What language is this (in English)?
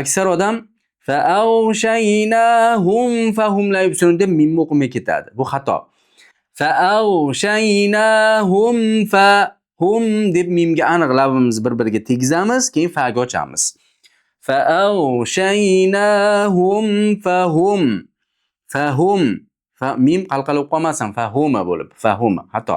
Uzbek